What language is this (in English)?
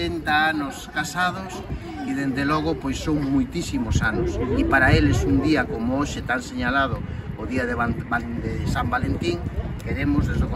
Galician